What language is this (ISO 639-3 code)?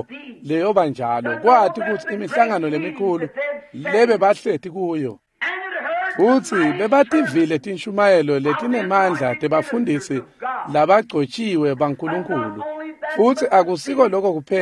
ssw